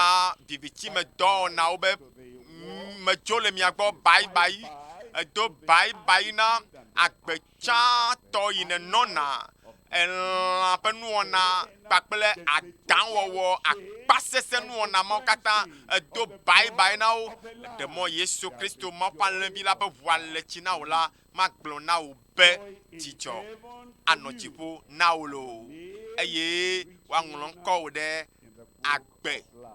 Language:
Ewe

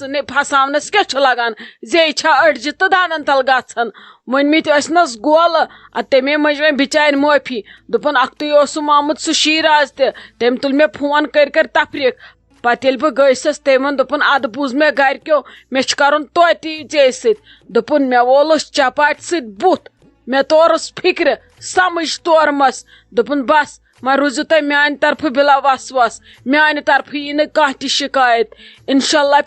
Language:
Kashmiri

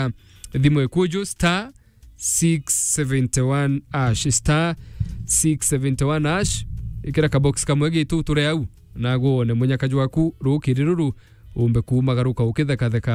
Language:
Meru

